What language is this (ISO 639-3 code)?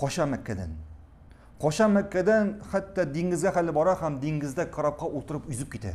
tat